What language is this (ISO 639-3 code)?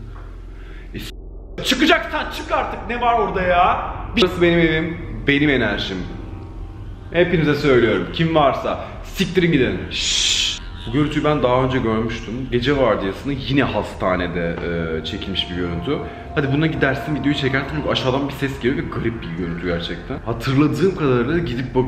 tur